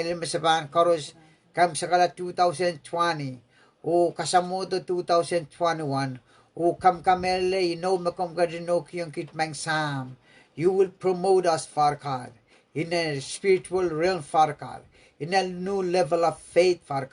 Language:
Pohnpeian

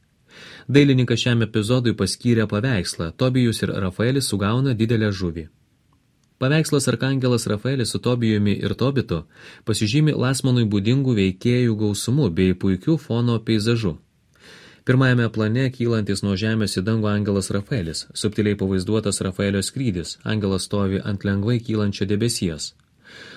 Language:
Lithuanian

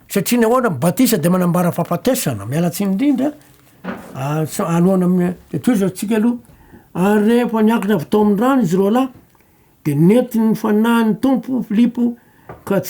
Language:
Malagasy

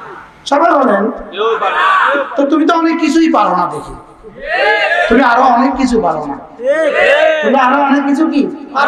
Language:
Bangla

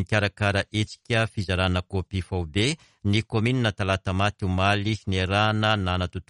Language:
Malagasy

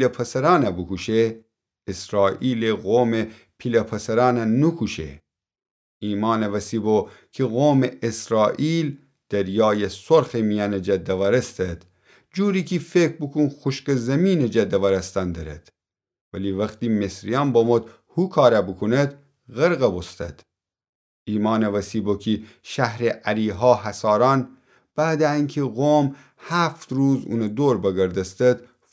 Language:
Gilaki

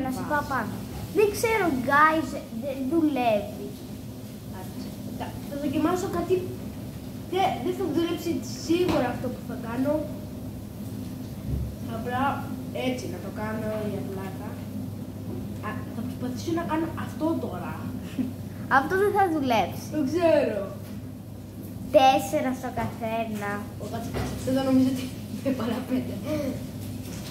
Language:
Greek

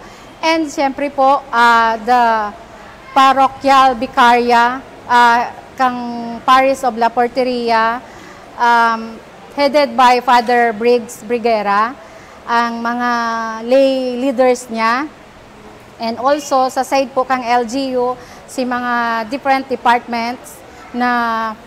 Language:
Bikol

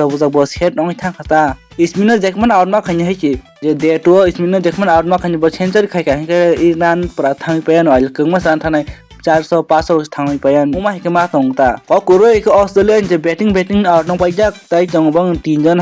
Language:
Kok Borok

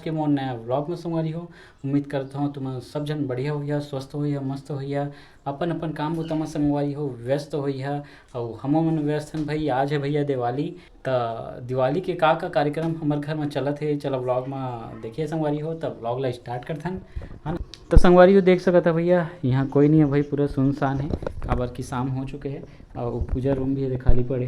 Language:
Chhattisgarhi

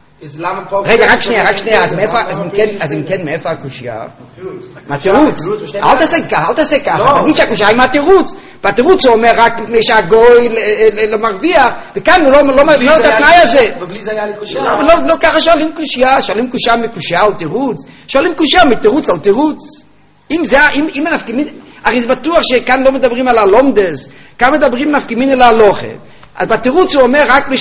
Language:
Hebrew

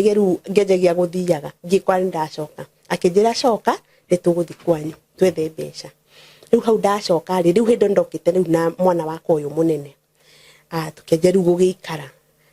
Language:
Kikuyu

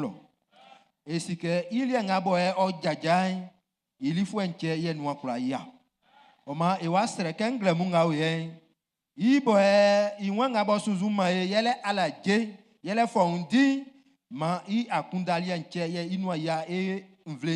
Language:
Baoulé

